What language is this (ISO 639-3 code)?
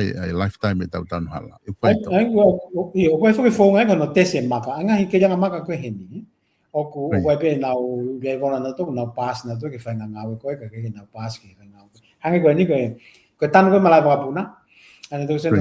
ton